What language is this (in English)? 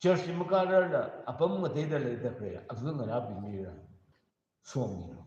Tangkhul Naga (India)